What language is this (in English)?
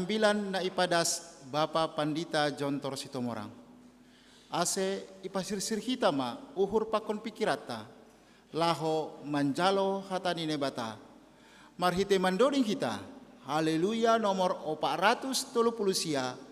Batak Simalungun